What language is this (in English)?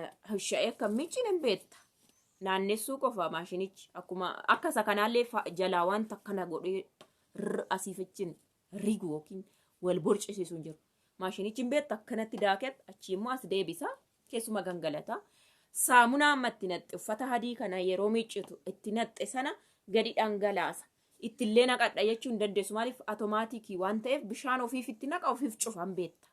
Oromo